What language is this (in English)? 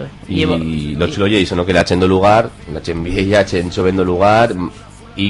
Aragonese